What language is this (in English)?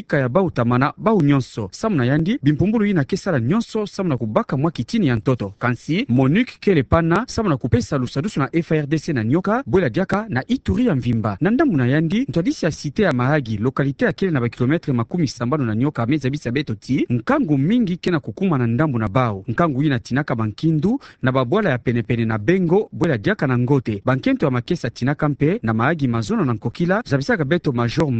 Kituba (Democratic Republic of Congo)